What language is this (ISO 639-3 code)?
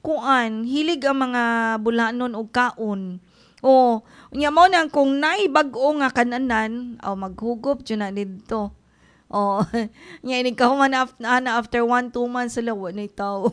ceb